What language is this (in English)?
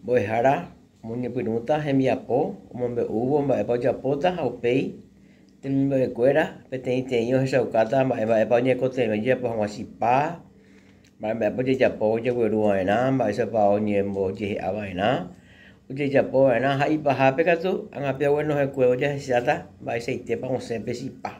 Guarani